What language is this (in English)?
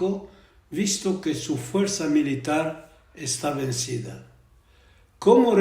Ladino